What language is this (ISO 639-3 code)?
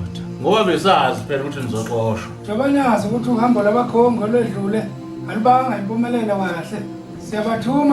zul